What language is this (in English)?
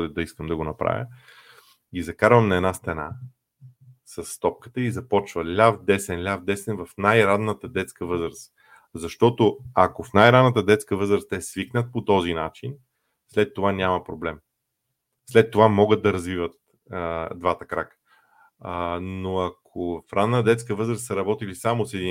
Bulgarian